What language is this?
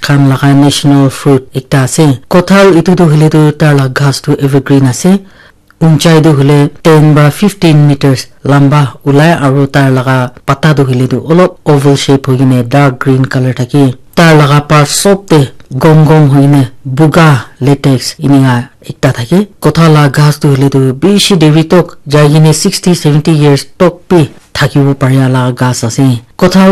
Naga Pidgin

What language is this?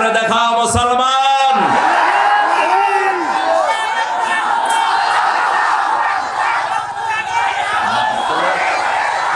Bangla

